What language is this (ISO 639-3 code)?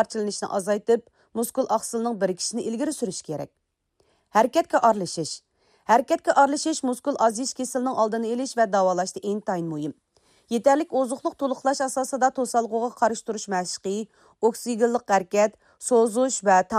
uig